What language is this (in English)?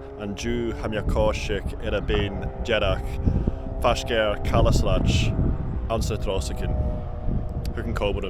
Scottish Gaelic